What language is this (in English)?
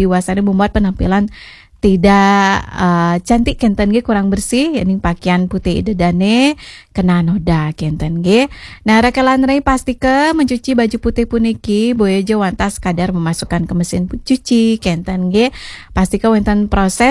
Balinese